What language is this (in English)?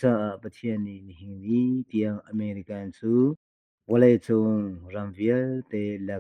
Hakha Chin